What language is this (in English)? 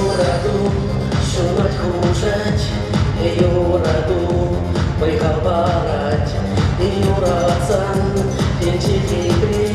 Chuvash